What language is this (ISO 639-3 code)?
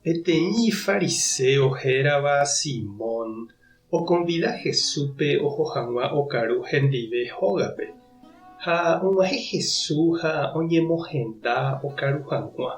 grn